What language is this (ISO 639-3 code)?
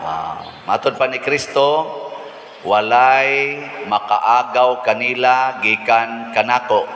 ceb